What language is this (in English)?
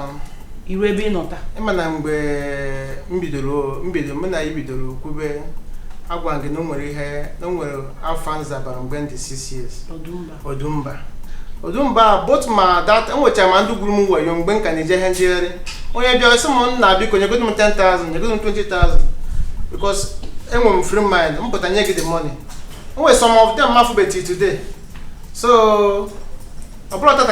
Igbo